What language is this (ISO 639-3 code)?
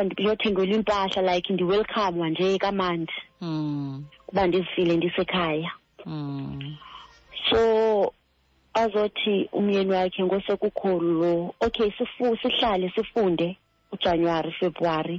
xho